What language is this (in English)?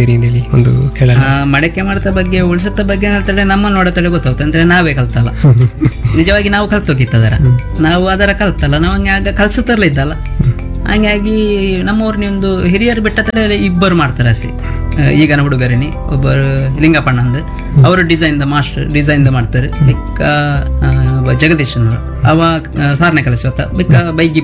Kannada